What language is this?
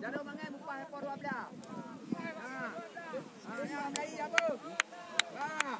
Achinese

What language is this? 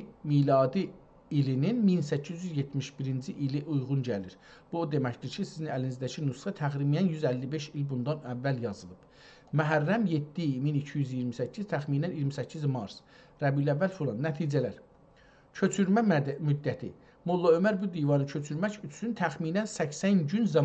South Azerbaijani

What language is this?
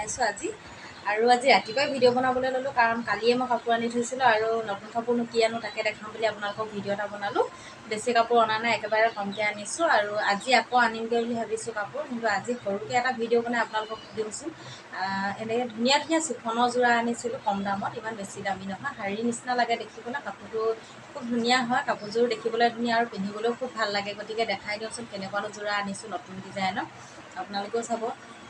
Assamese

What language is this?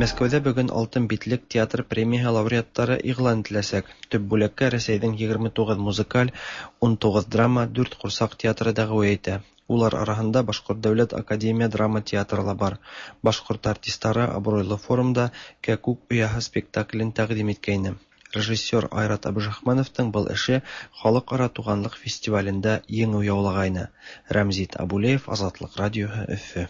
Tatar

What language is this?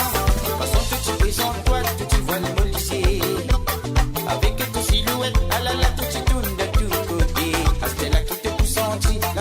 Morisyen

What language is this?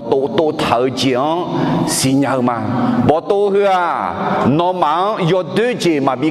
Akha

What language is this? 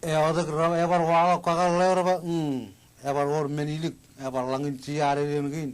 Marshallese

